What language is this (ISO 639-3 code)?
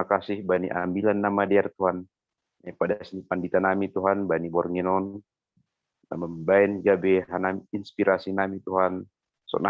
bts